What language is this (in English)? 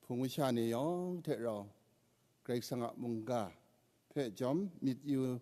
Kachin